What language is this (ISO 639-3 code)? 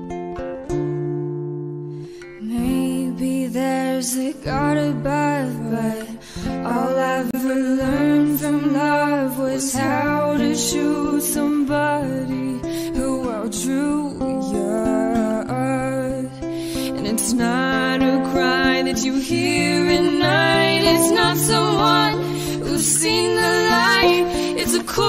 eng